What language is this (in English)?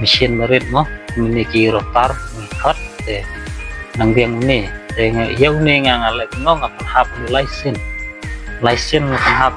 Khasi